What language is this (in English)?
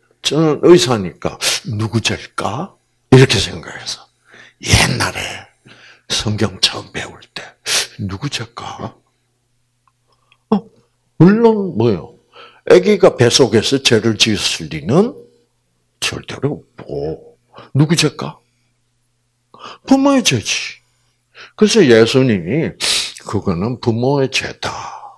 Korean